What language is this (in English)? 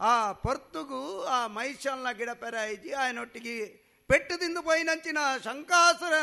Tulu